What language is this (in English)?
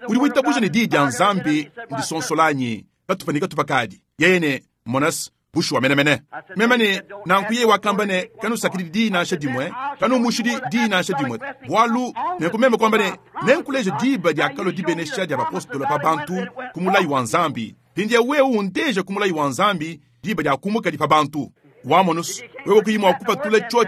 Luba-Lulua